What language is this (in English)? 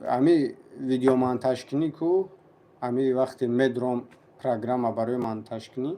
Tajik